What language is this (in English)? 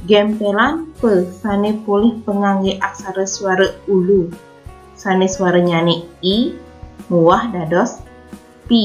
Balinese